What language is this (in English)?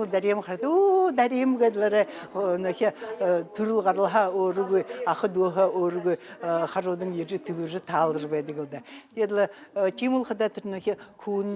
Buriat